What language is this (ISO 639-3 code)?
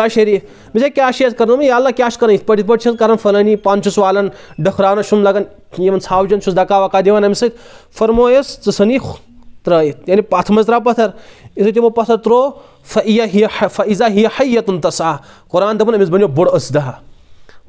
kas